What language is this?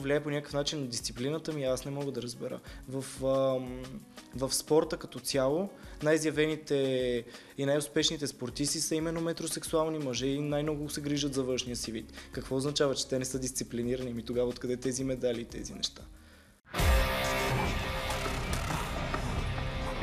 Bulgarian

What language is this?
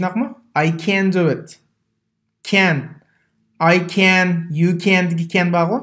Uyghur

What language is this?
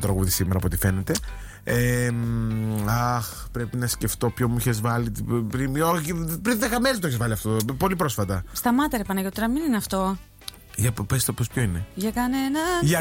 Greek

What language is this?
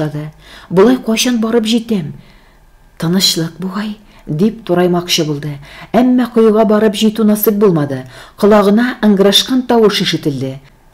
Tatar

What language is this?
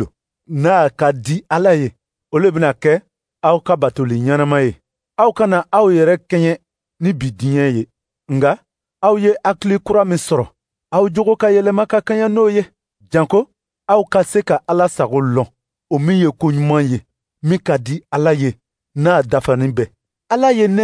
Dyula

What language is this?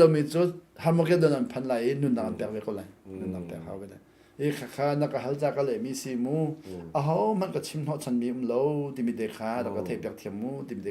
Hakha Chin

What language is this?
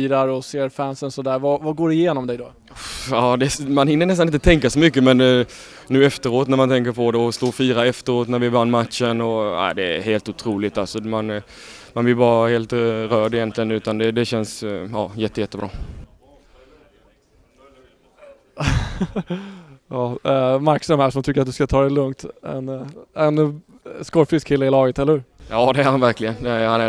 Swedish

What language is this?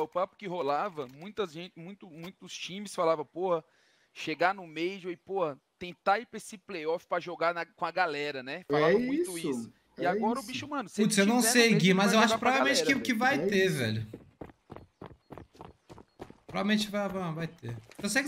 Portuguese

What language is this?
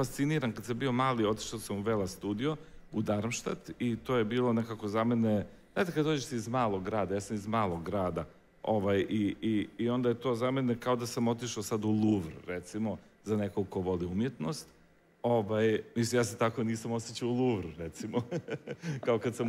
Croatian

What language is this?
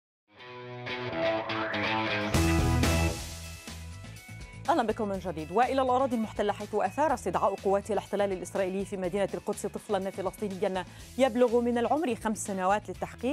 Arabic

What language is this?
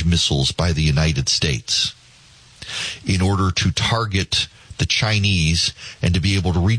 English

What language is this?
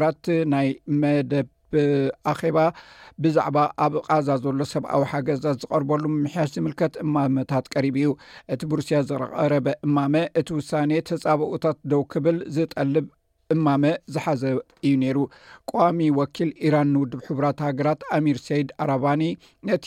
Tigrinya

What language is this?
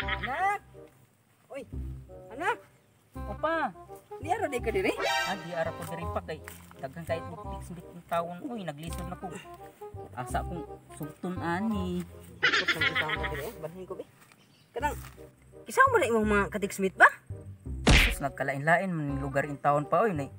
Cebuano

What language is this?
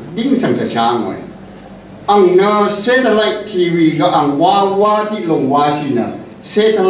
Rawang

